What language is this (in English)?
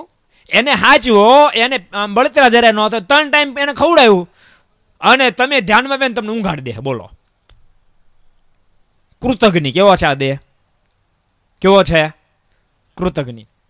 Gujarati